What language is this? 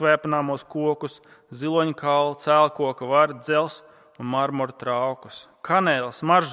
Latvian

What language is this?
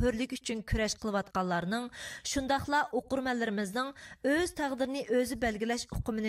Uyghur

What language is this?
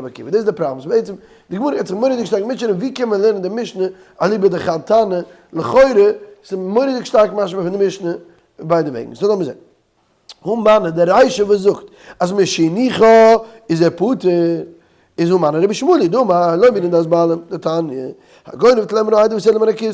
Yiddish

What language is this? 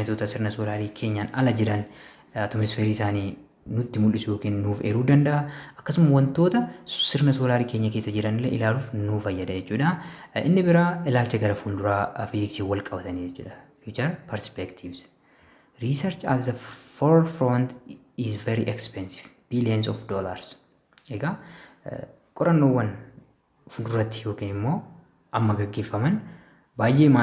Oromo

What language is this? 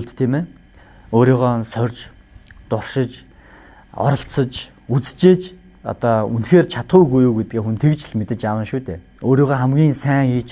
Mongolian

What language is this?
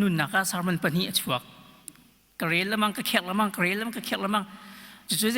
Hakha Chin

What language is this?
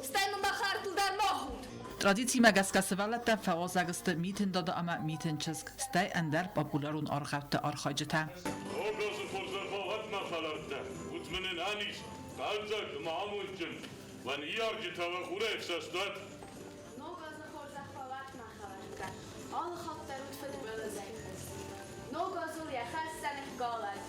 Ossetic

